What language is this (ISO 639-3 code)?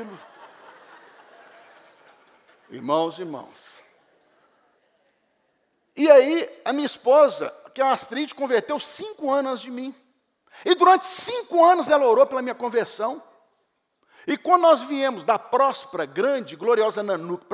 por